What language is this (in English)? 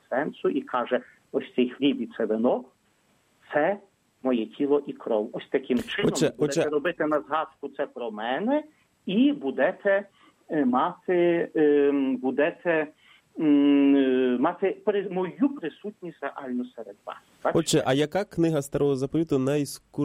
Ukrainian